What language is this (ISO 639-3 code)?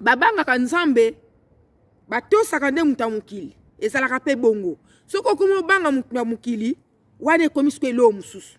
lin